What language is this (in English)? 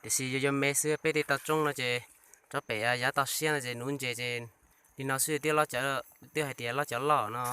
Hmong